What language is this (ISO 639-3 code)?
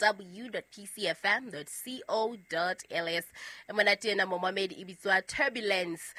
sot